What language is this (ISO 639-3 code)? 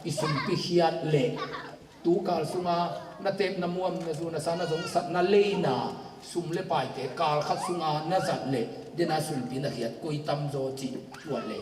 ctd